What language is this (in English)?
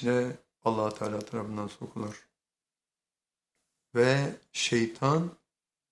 Turkish